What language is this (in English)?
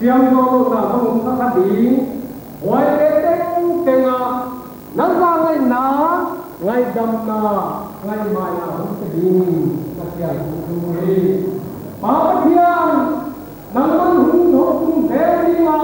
Paite Chin